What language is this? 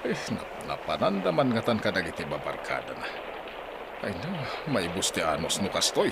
Iloko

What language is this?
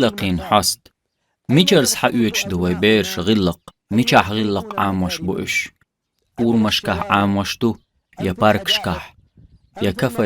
Chechen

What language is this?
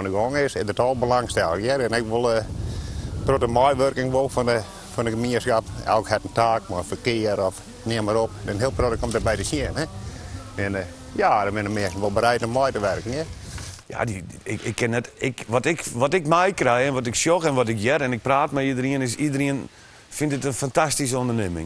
Western Frisian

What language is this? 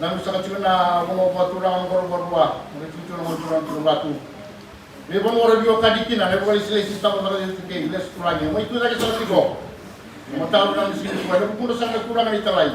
Fijian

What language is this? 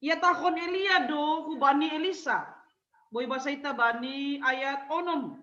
Batak Simalungun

